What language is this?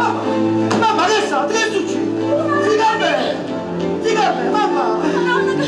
Neapolitan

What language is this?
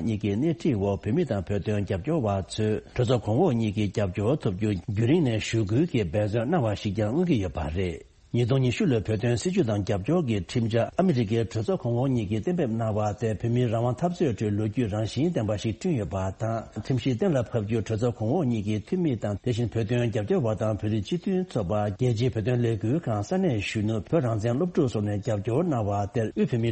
Tibetan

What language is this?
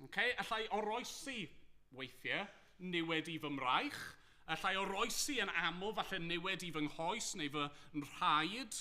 Welsh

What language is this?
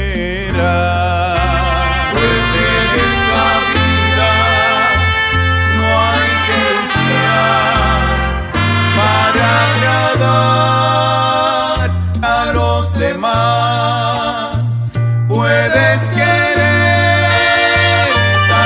Spanish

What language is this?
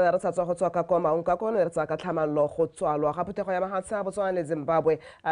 Tswana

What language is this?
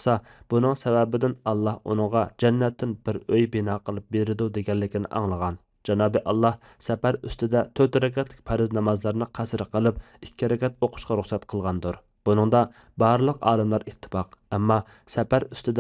Uyghur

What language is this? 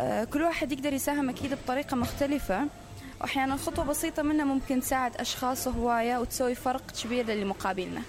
Mesopotamian Arabic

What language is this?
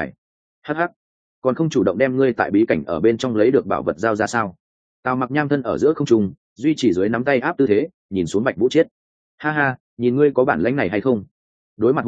Vietnamese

